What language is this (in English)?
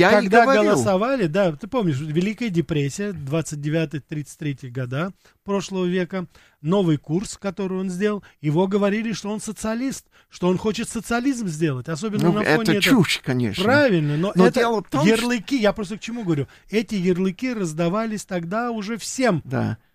Russian